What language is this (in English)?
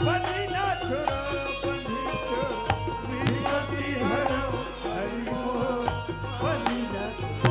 Chhattisgarhi